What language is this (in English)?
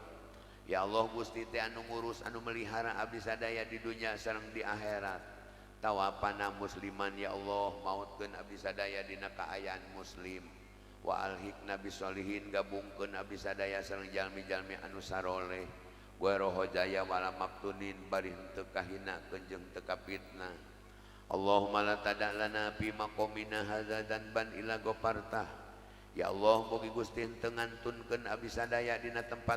Sundanese